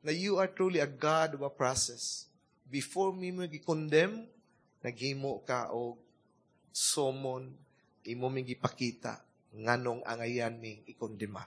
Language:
Cebuano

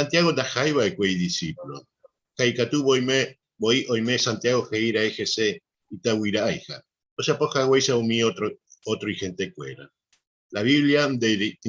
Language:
Guarani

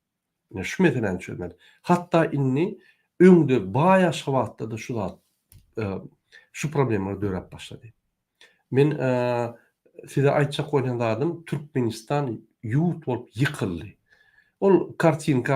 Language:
Turkmen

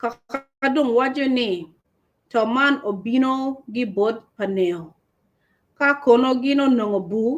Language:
Acoli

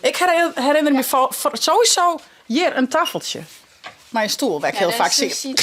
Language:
Western Frisian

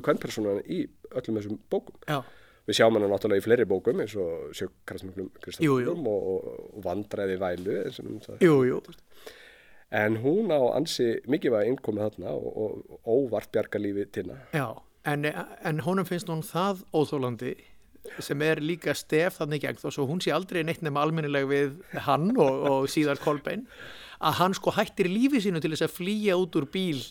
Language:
Icelandic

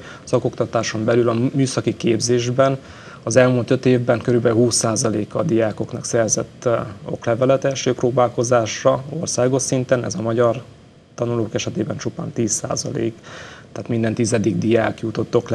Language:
Hungarian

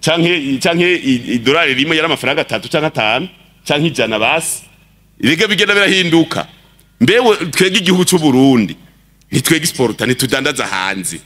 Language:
Rundi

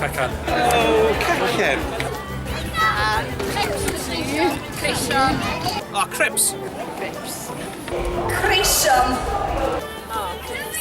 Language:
Welsh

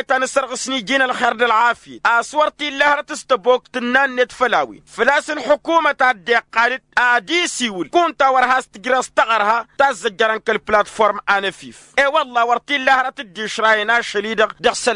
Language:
Tamasheq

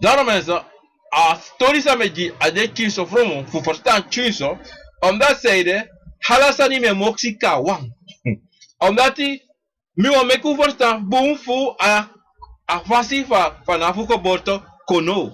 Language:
Sranan Tongo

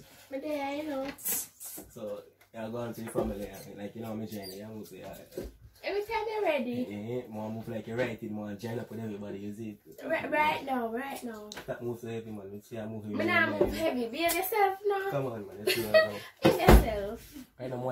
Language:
Jamaican Creole English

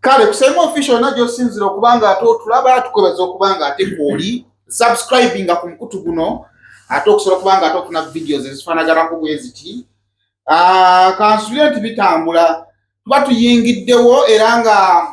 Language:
Ganda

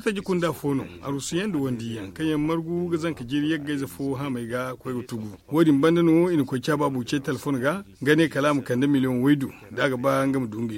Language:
Zarma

